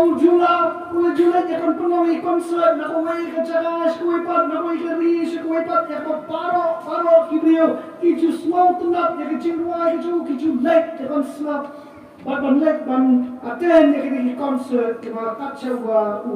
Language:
Khasi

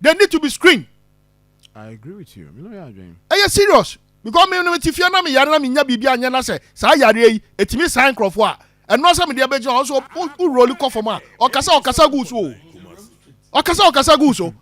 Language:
Akan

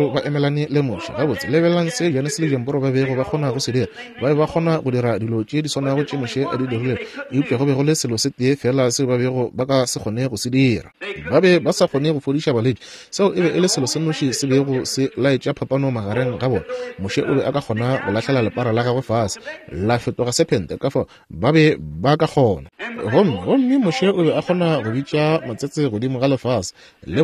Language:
Northern Sotho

